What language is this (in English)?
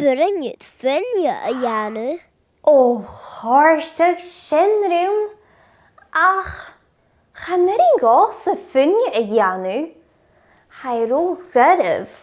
Scottish Gaelic